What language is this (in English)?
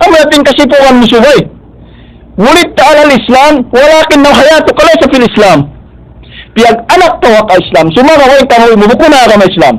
Tausug